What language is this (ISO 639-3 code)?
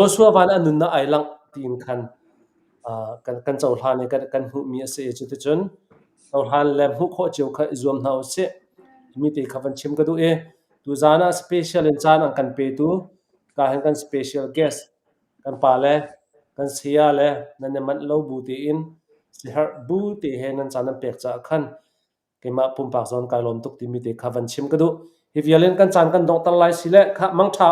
cnh